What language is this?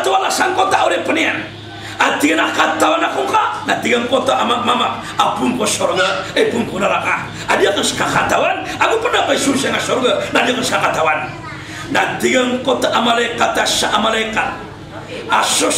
Maranao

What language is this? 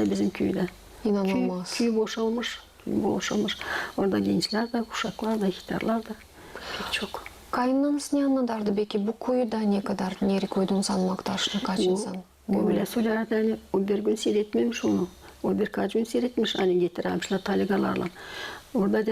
Gagauz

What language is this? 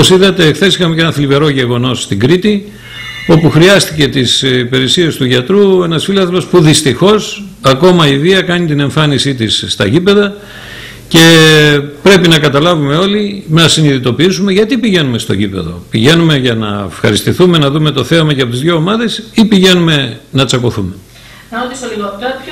Greek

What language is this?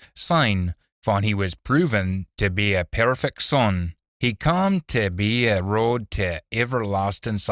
Scots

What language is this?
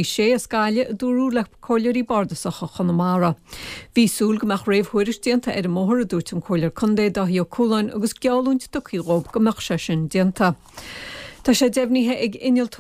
Irish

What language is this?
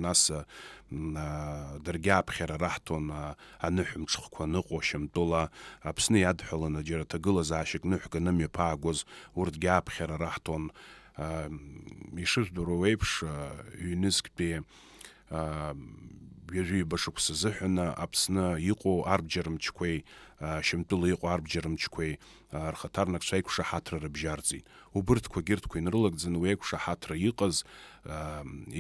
Abkhazian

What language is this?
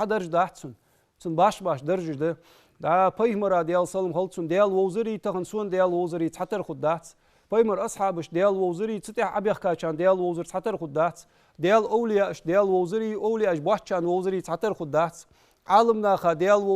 Ingush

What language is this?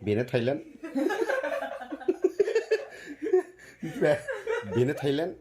Bodo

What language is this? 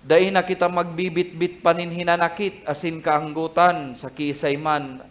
Bikol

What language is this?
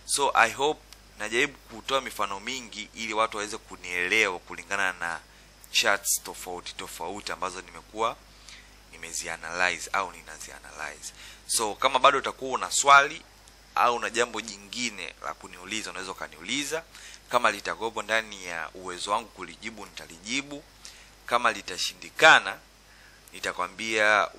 Swahili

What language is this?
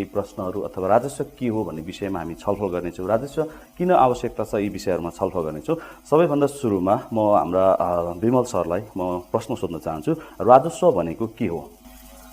Nepali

